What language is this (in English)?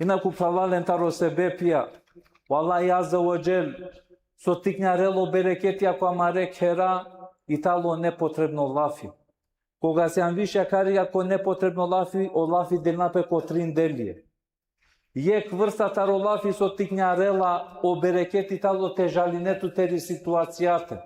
Balkan Romani